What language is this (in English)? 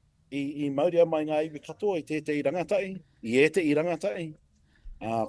Māori